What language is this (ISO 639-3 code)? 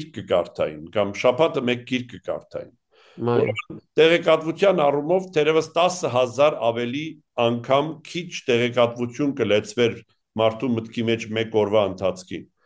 hye